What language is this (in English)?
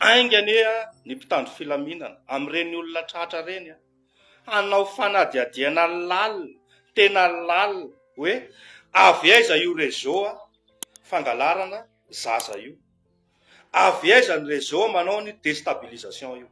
Malagasy